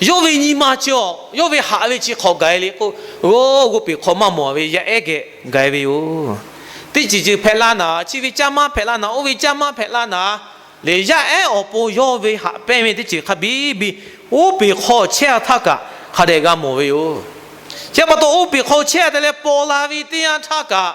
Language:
Lahu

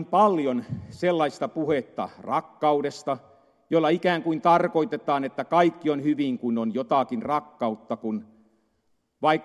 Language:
Finnish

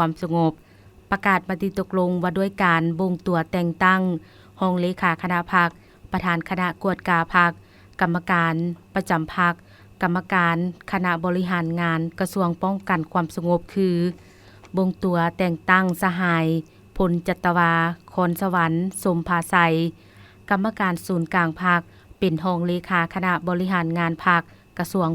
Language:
Lao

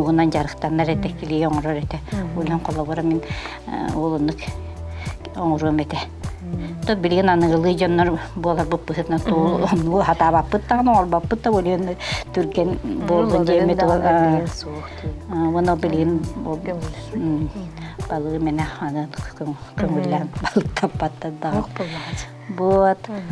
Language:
Yakut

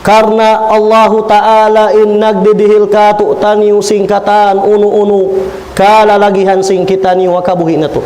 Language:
Tausug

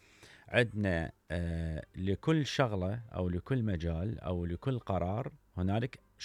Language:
Mesopotamian Arabic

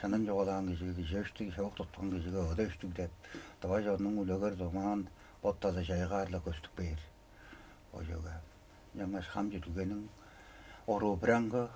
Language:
Tuvinian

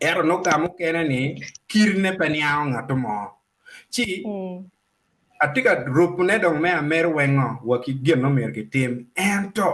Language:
Acoli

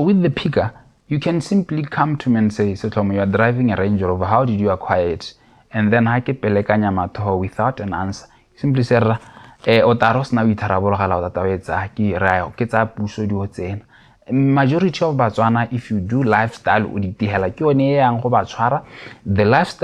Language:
Tswana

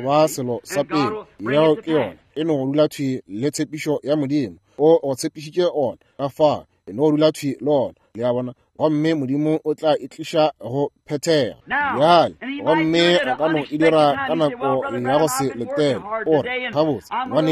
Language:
Northern Sotho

